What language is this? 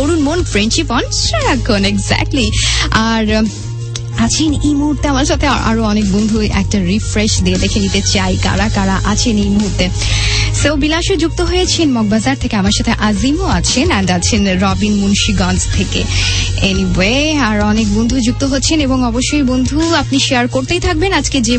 Bangla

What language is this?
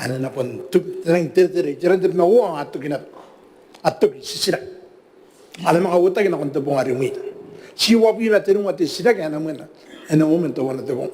Gilbertese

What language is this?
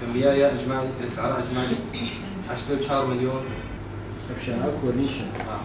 Kurdish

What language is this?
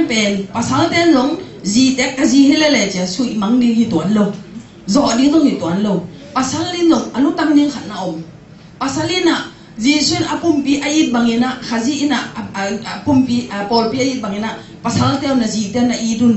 Tedim Chin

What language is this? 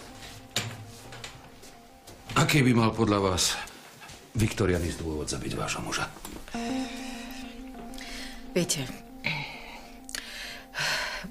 Slovak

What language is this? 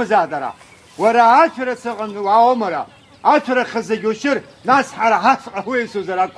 Abkhazian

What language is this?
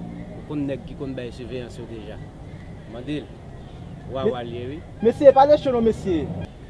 Haitian Creole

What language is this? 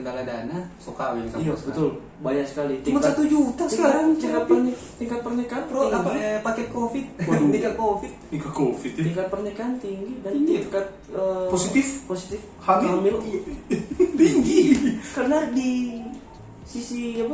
Manado Malay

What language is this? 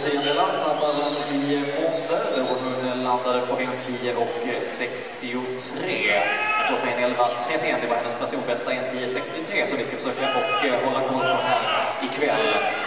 Swedish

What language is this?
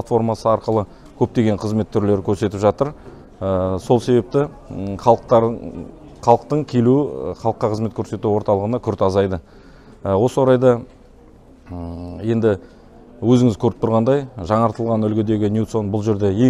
Kazakh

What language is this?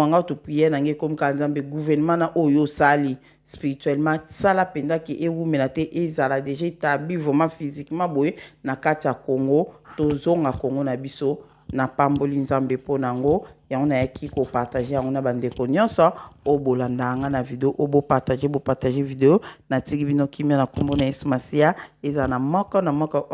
Lingala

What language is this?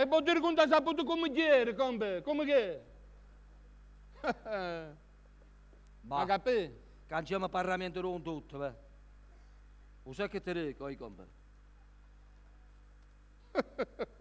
Italian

